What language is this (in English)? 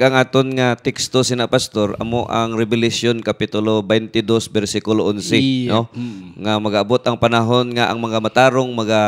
Hiligaynon